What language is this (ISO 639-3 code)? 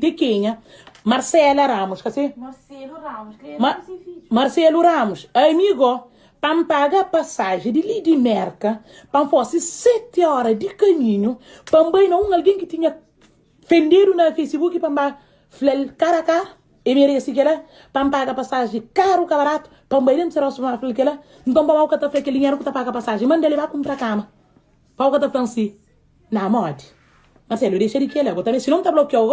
kea